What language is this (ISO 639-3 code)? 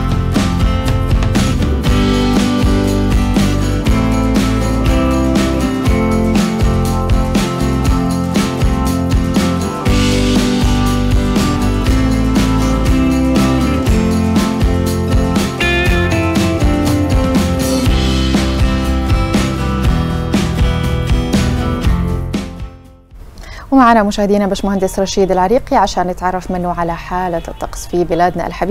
ara